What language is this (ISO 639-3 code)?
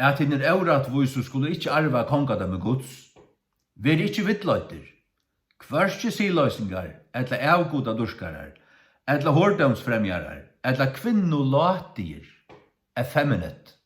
fao